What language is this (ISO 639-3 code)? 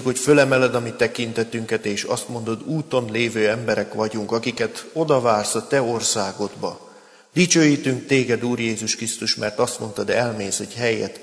hun